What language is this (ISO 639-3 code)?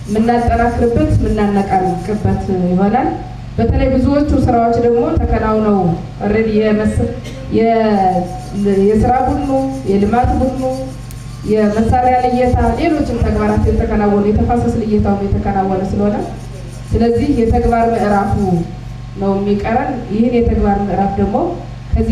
amh